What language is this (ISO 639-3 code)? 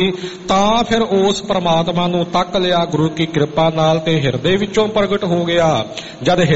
pan